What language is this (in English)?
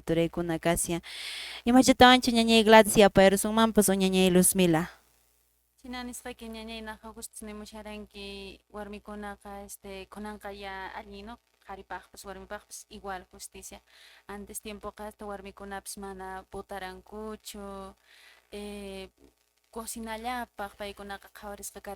Quechua